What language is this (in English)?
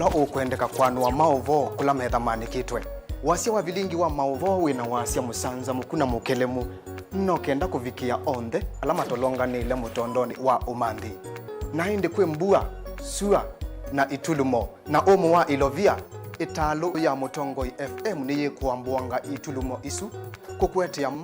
Kamba